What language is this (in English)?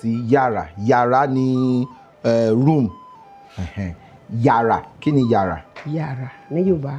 Yoruba